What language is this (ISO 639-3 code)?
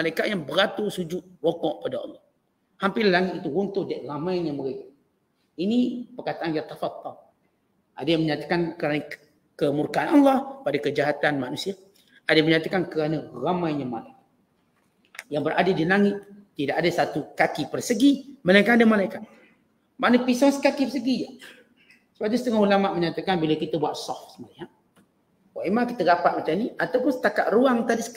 msa